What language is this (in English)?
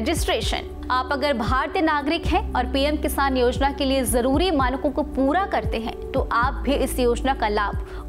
Hindi